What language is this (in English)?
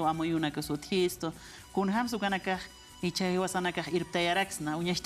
Aymara